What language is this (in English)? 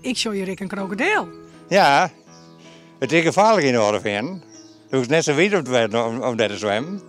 Western Frisian